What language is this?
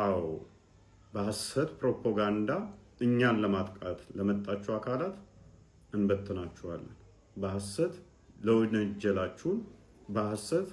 Amharic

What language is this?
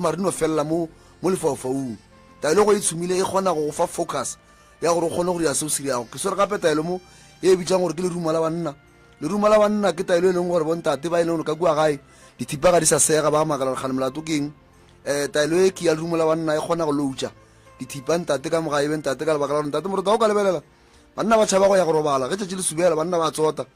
Northern Sotho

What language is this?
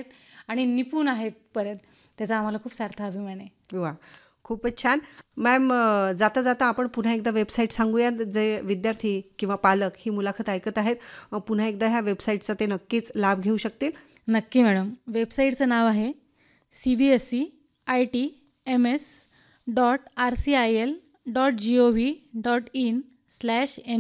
Marathi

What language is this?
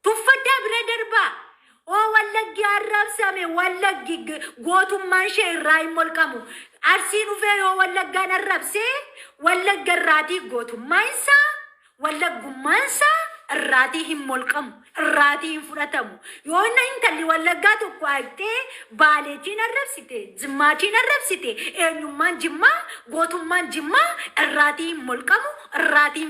Oromo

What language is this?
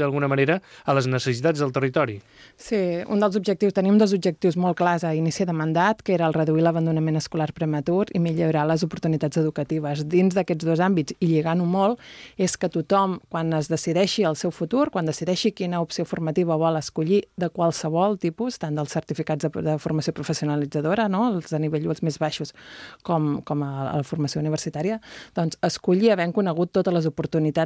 Catalan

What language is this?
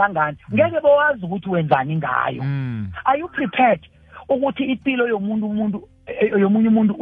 South Ndebele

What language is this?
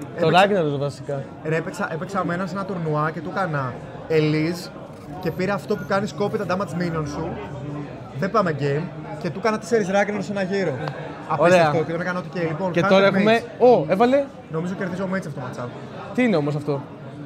Greek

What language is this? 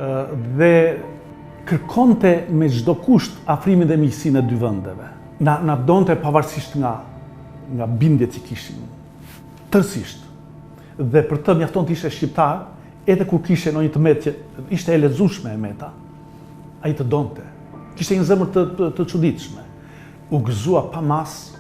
Albanian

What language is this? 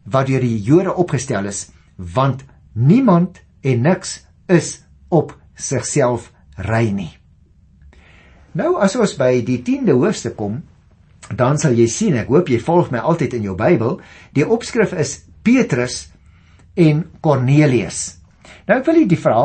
Afrikaans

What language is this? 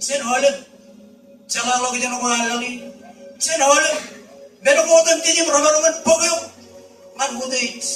Marshallese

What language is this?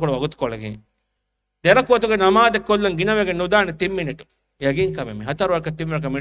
Divehi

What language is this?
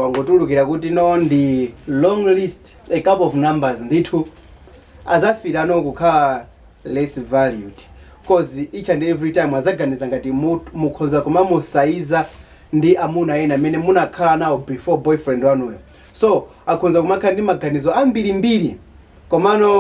Nyanja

